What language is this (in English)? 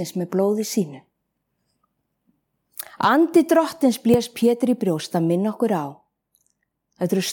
Icelandic